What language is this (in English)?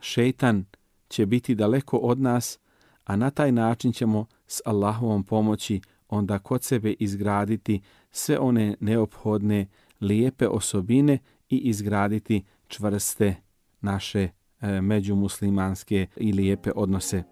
Bosnian